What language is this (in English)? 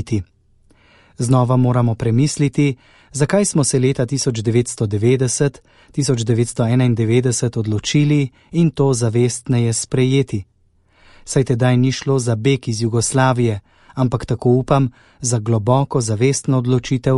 Slovenian